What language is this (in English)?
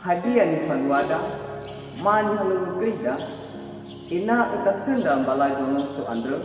Nias